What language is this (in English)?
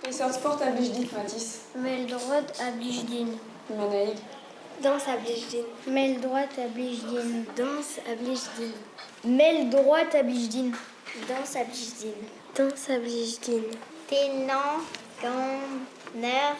Breton